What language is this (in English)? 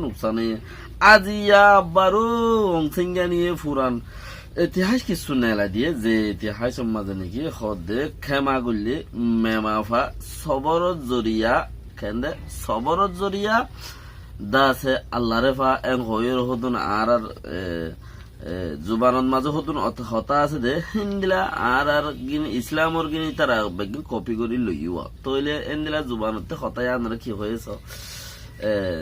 Rohingya